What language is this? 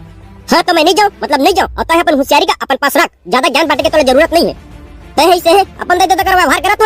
Chhattisgarhi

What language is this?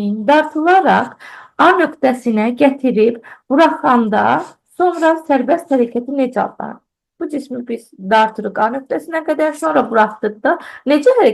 Azerbaijani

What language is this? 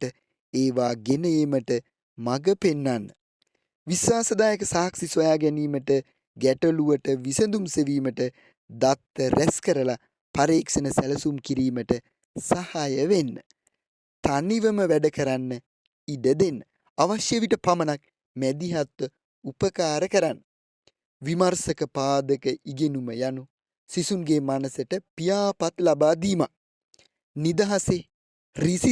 Sinhala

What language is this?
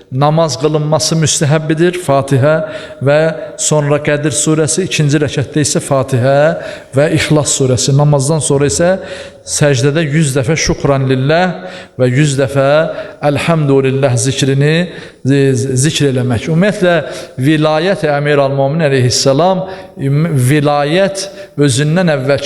Azerbaijani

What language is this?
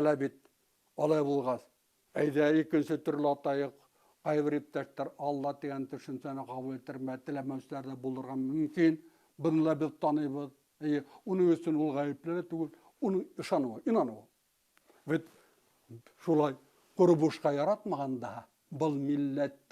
Bashkir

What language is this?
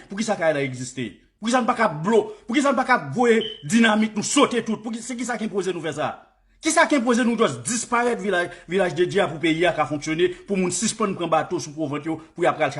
Haitian Creole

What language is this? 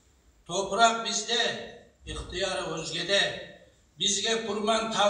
Kumyk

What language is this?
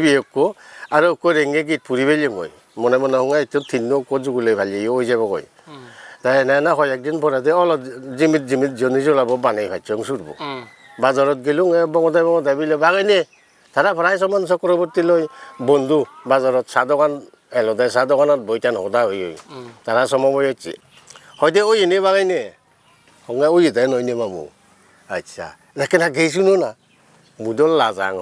Chakma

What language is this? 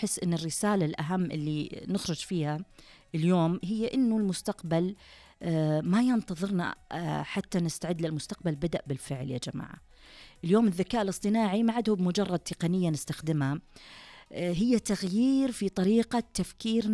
Najdi Arabic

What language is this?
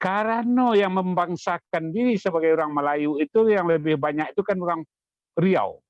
Minangkabau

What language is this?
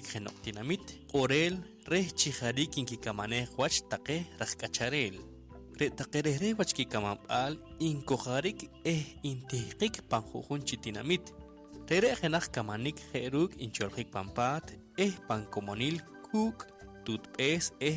Poqomchi'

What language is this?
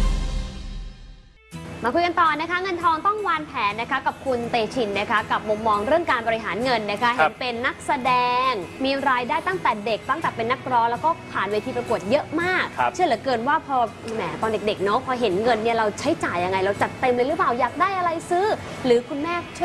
Thai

